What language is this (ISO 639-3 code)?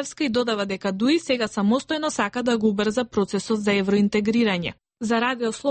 mkd